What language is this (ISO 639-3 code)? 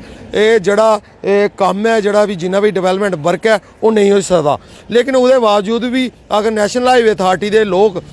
doi